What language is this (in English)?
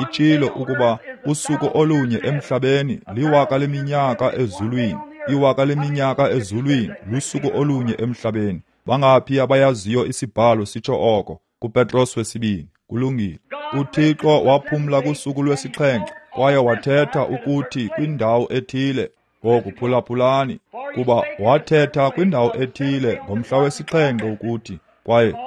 Xhosa